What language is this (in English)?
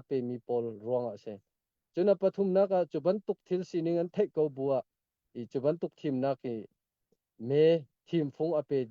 Hakha Chin